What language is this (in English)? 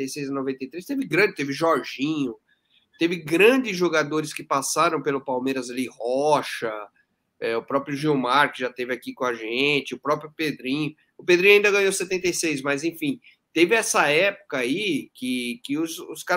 Portuguese